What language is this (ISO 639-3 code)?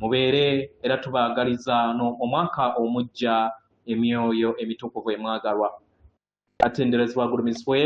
lug